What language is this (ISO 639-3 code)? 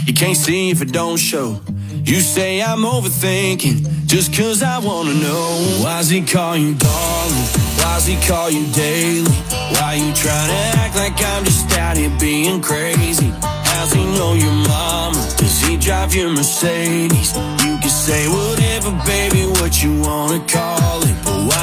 eng